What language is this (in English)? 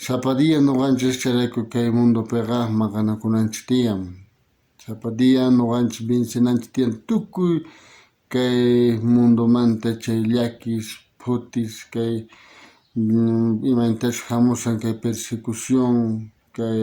South Bolivian Quechua